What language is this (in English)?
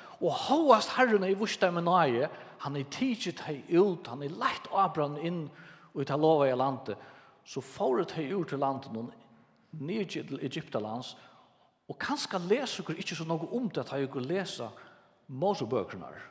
Faroese